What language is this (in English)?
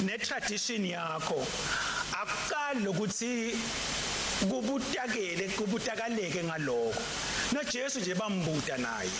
Swati